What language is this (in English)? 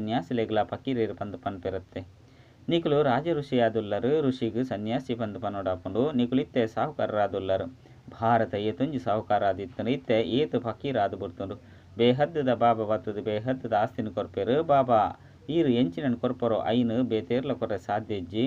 Tulu